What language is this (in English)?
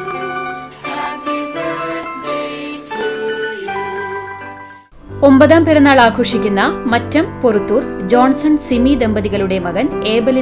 Malayalam